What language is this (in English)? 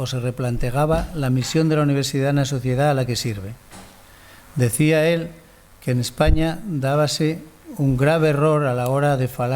Asturian